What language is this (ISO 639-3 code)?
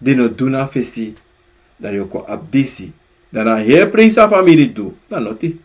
srn